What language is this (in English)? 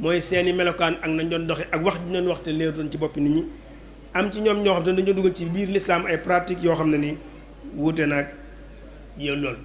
Wolof